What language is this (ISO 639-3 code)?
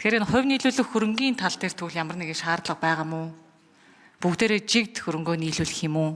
mon